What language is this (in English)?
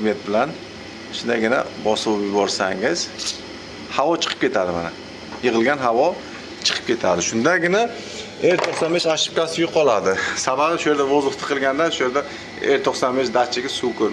Uzbek